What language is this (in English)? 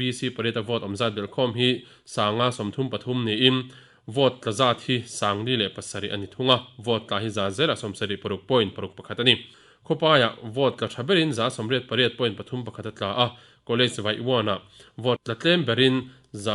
Mizo